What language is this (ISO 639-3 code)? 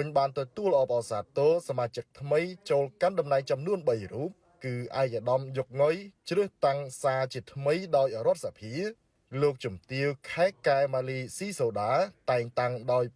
khm